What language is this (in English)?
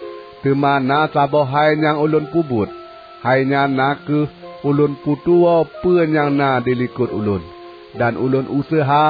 Achinese